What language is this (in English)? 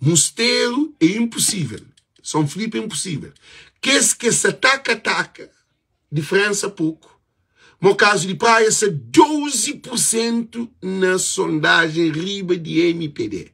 Kabuverdianu